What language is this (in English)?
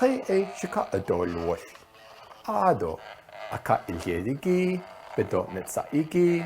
Navajo